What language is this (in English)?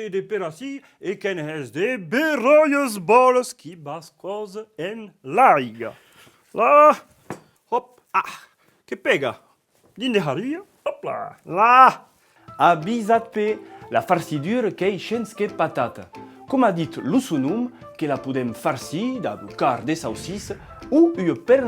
Occitan